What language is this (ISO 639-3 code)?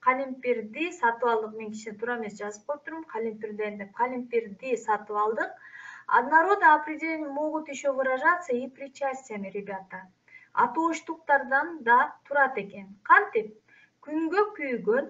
kir